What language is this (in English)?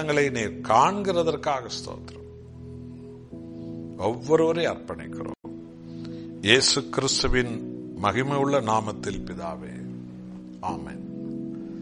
Tamil